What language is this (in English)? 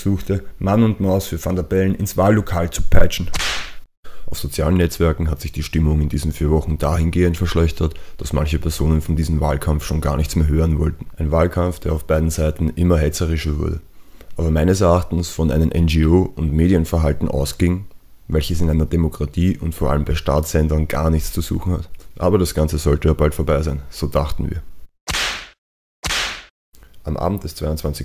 German